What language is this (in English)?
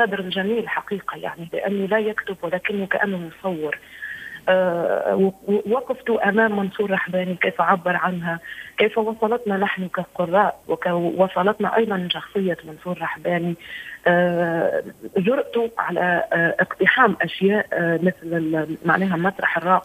Tunisian Arabic